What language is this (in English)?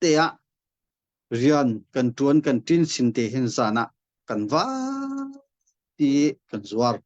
Hakha Chin